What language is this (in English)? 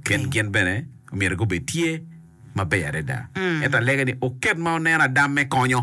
Acoli